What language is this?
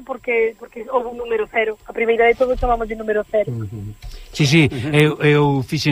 Galician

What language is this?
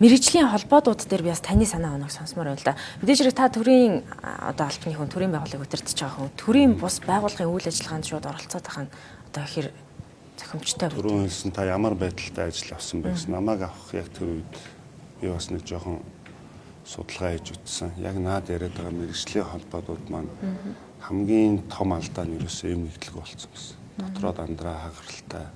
Mongolian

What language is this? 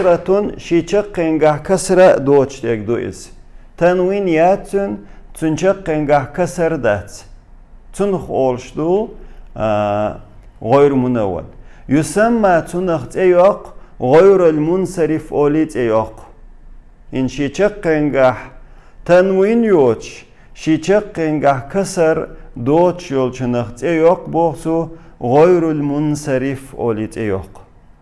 Chechen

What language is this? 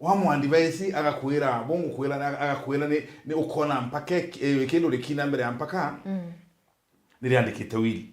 Meru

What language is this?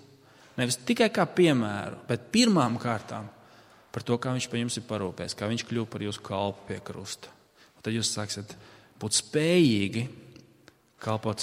Latvian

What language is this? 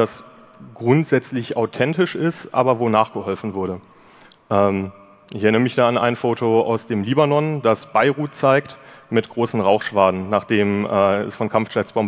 German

